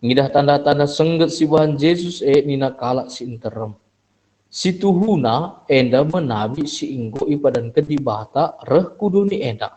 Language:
Batak Karo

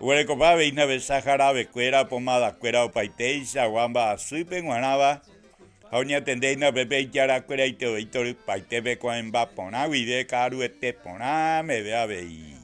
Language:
Guarani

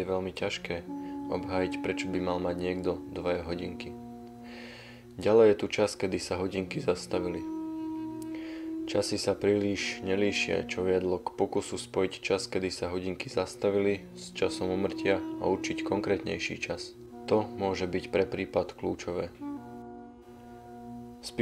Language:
Slovak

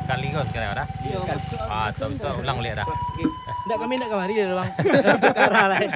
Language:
Minangkabau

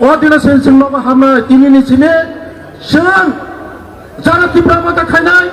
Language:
Kok Borok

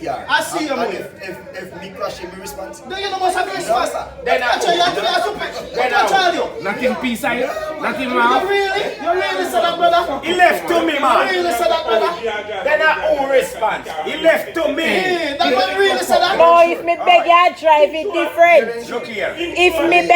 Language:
Jamaican Creole English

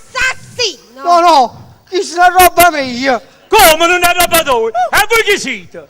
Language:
Neapolitan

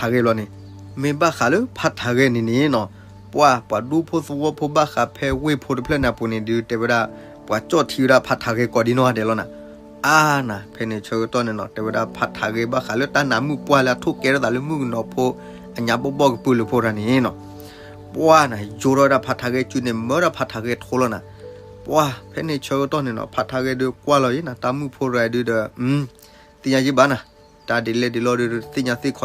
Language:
S'gaw Karen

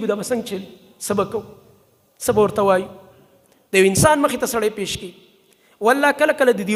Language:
Pashto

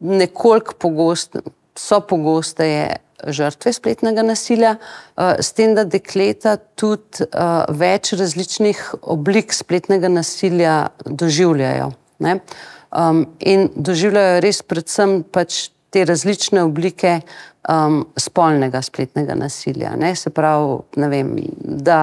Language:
Slovenian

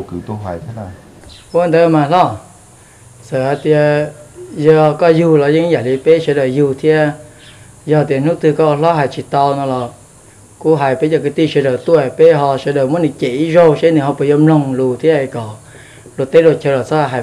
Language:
Hmong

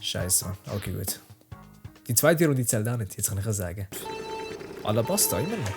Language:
Swiss German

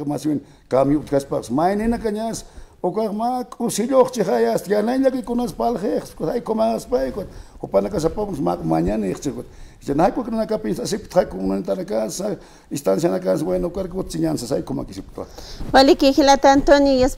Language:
Aymara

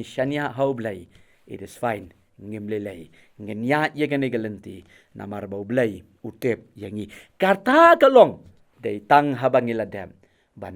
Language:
Khasi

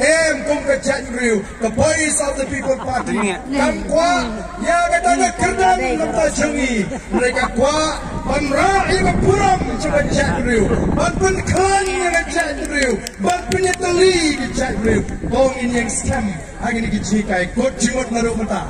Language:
Khasi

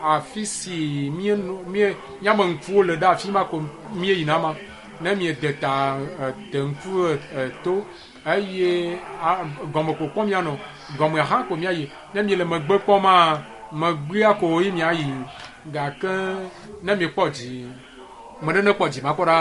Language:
Ewe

